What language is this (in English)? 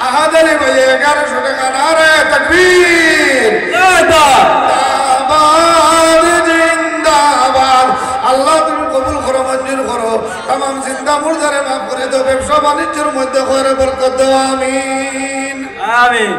Sylheti